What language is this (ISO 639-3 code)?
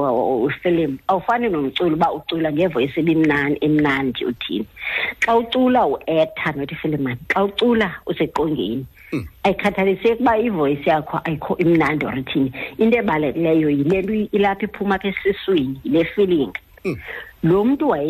xho